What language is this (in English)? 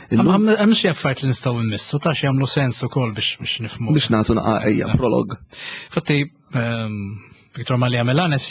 Maltese